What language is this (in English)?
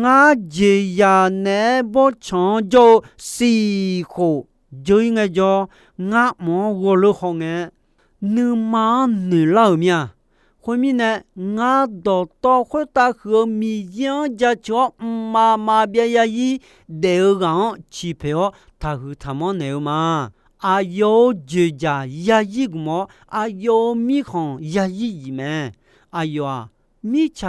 Akha